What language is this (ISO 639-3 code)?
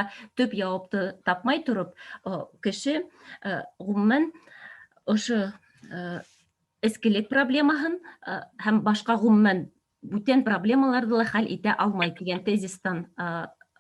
bak